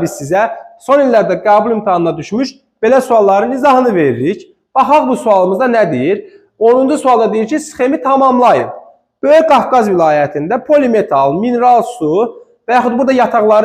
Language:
Azerbaijani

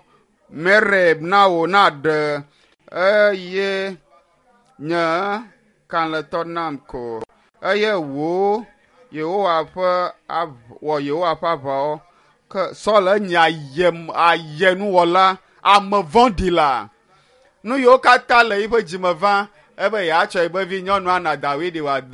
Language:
Ewe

